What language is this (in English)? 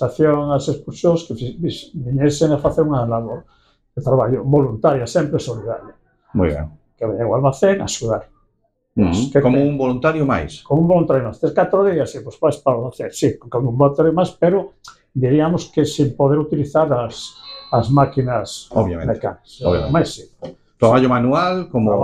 Galician